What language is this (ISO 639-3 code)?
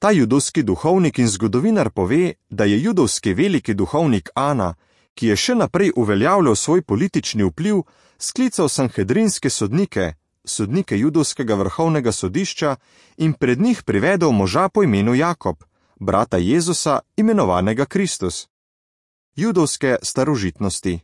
slv